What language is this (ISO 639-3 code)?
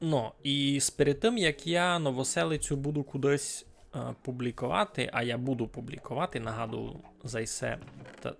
rue